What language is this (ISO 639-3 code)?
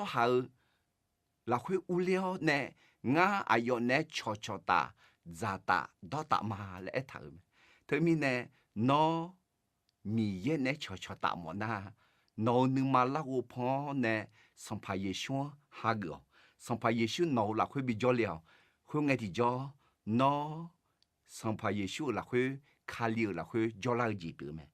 ahk